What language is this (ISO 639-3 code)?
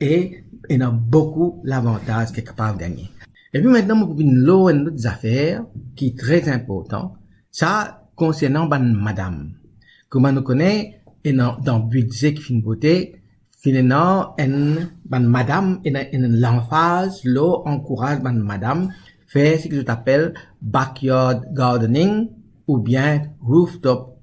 mfe